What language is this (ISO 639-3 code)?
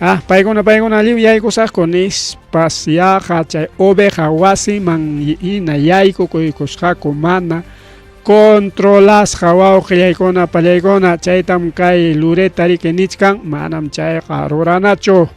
quy